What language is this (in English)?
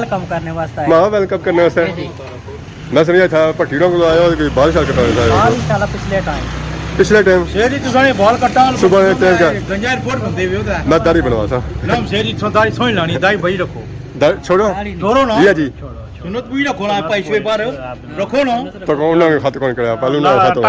Pahari-Potwari